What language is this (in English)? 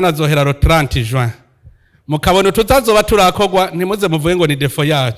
Rundi